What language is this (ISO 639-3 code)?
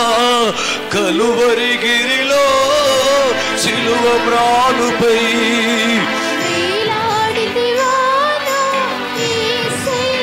tel